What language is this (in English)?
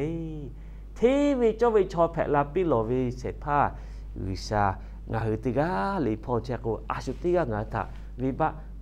Lahu